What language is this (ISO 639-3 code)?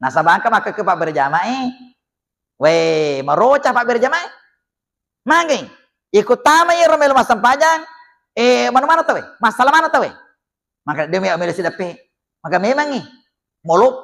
bug